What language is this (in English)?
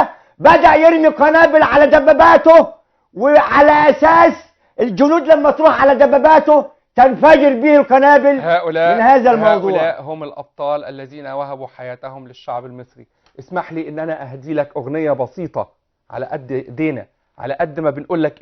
Egyptian Arabic